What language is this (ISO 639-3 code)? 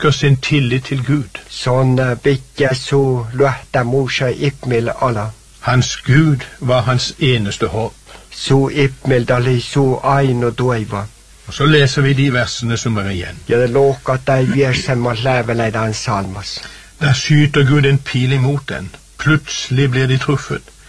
nor